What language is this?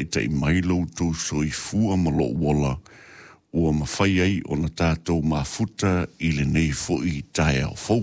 Samoan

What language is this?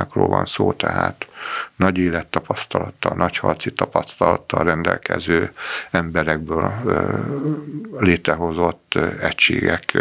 Hungarian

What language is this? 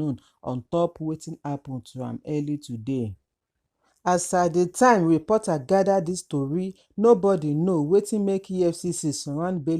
Nigerian Pidgin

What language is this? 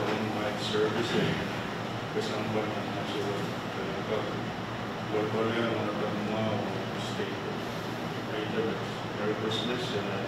Pohnpeian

